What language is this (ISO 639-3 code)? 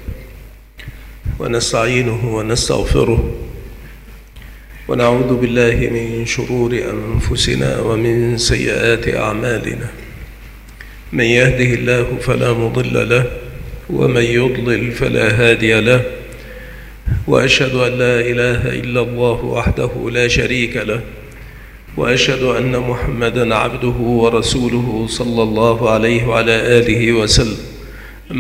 ara